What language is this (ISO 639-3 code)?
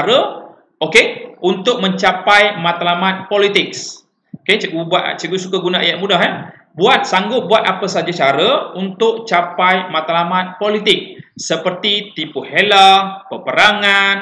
msa